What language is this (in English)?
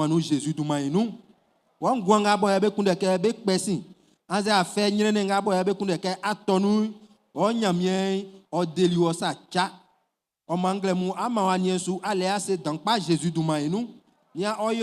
Baoulé